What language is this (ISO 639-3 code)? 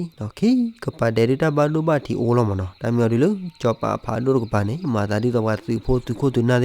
ksw